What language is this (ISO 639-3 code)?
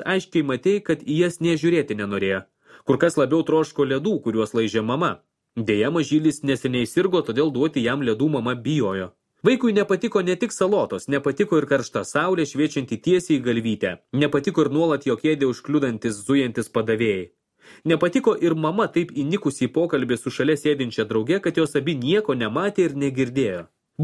lit